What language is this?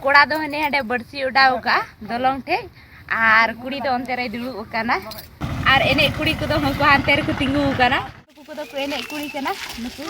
Santali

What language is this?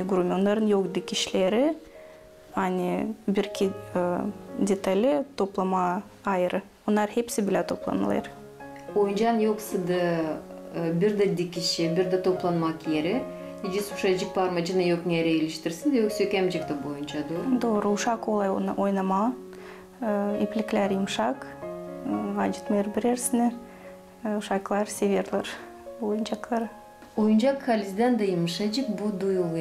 Gagauz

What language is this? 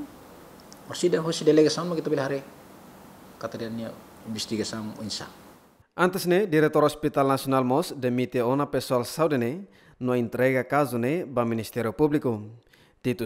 Tetum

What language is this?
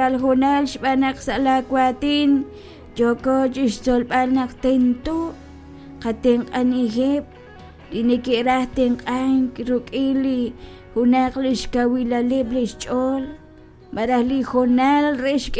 Kekchí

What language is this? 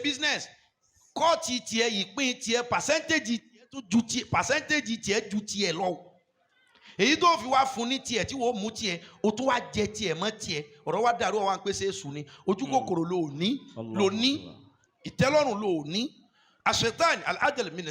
Yoruba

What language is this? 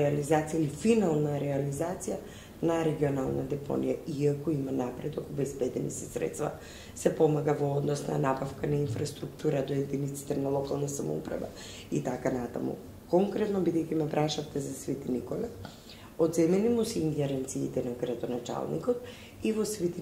Macedonian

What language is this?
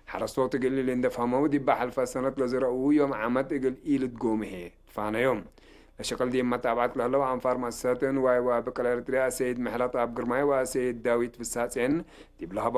Tigre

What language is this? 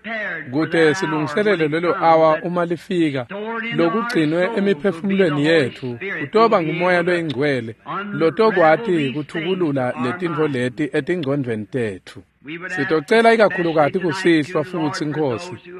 Swati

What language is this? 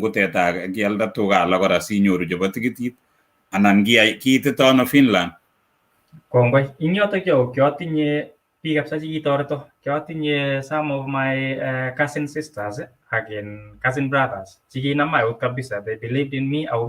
Kalenjin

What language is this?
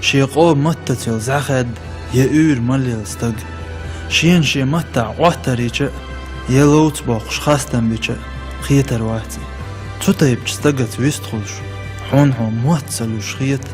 Chechen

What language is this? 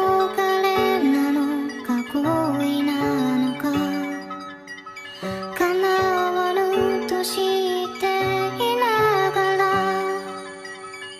Japanese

